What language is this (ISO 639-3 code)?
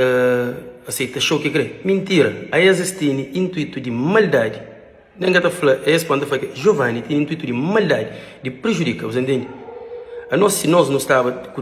kea